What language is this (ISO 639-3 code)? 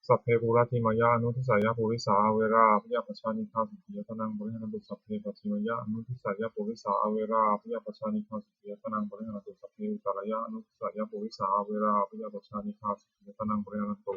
pli